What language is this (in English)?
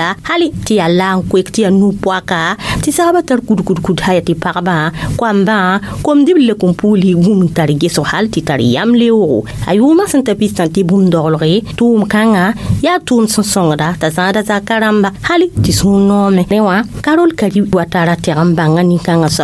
Mossi